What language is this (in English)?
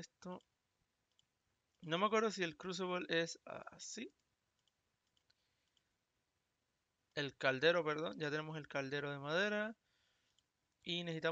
Spanish